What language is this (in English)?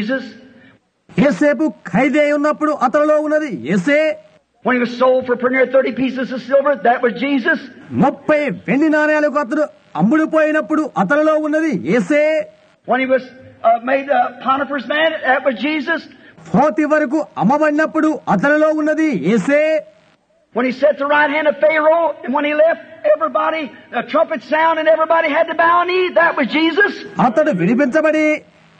Telugu